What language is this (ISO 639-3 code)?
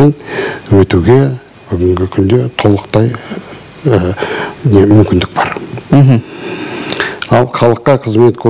kaz